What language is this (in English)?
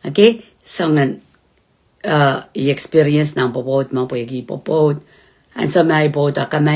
Pohnpeian